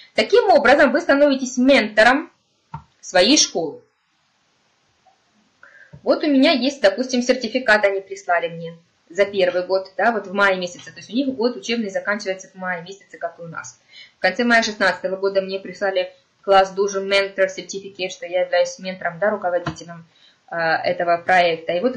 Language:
Russian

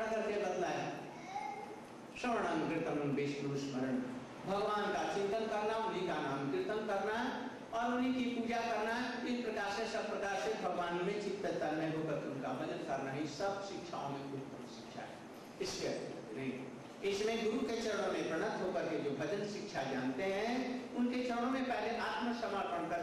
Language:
Hindi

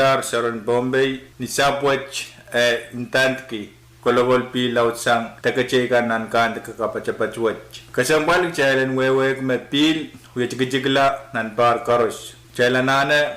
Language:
Pohnpeian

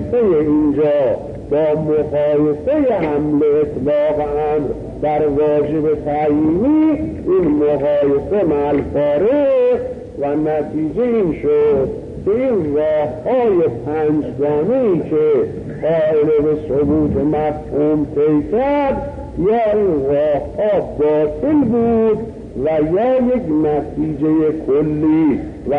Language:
Persian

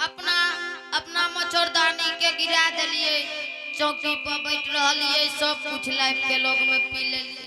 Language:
Angika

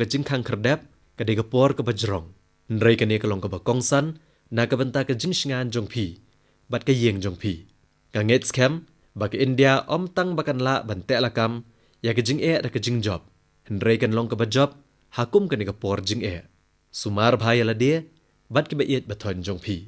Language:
Khasi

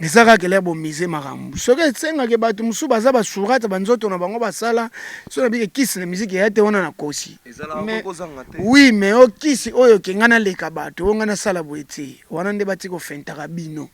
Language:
Lingala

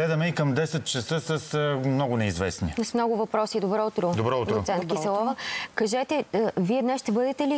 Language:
Bulgarian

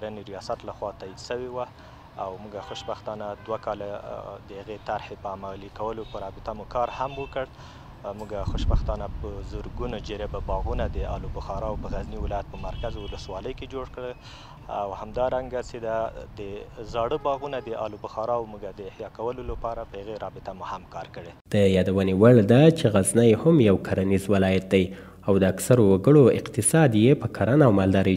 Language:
Pashto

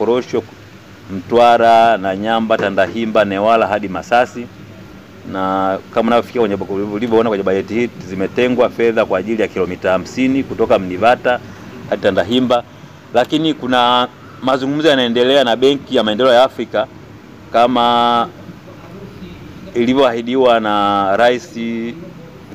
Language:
Swahili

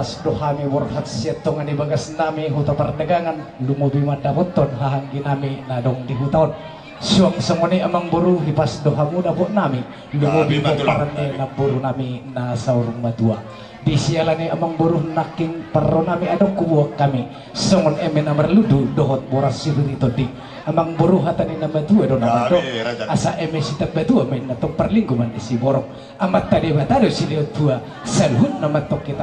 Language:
Batak Toba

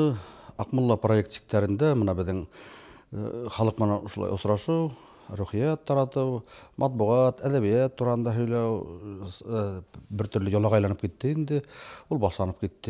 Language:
Bashkir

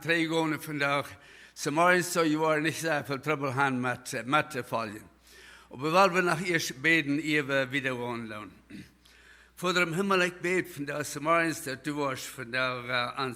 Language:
Plautdietsch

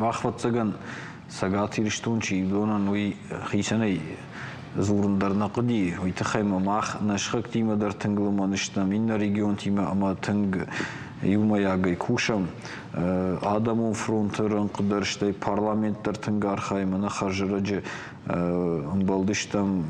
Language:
Ossetic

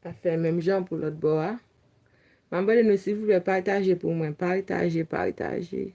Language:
Haitian Creole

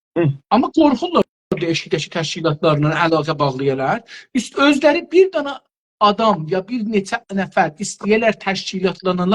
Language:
South Azerbaijani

